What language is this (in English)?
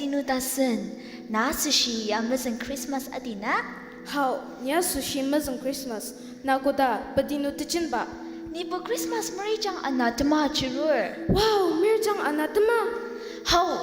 Ao Naga